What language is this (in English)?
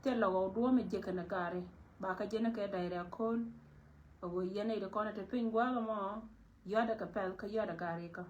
Nuer